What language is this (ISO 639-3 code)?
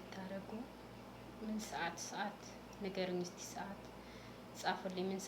amh